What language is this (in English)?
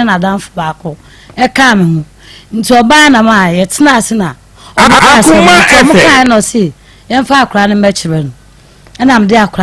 Akan